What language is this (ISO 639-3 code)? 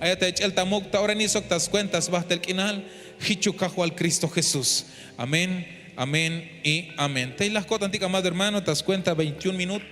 tzh